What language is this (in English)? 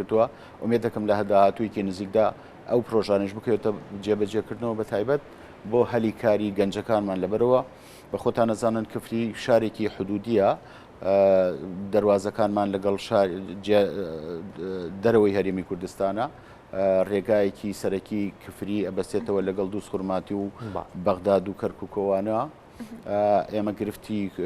Central Kurdish